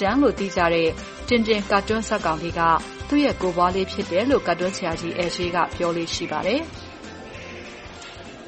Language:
Burmese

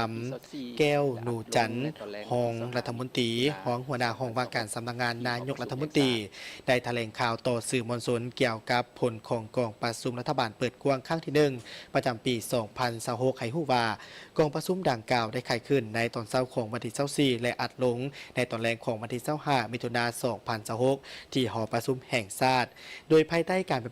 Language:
Lao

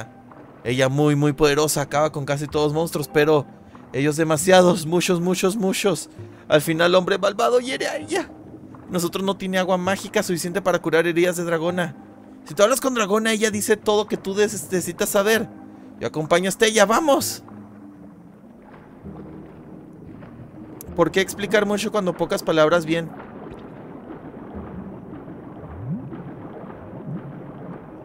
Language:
Spanish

